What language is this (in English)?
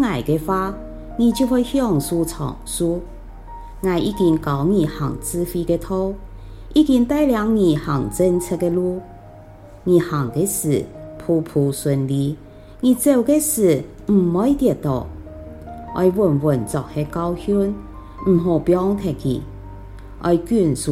Hakka Chinese